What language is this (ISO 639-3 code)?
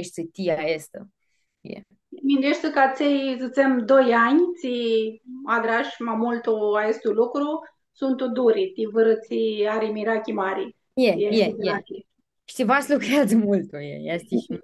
rup